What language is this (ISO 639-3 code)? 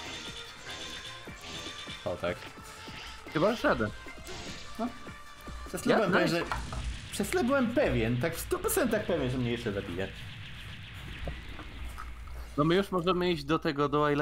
pol